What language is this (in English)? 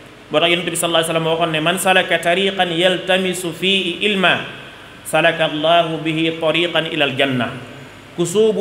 Wolof